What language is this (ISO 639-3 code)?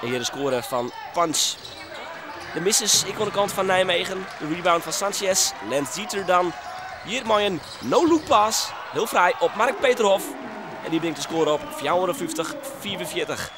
fry